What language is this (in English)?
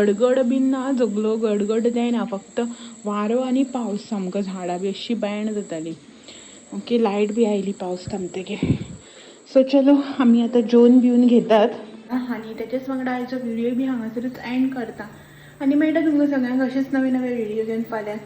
Konkani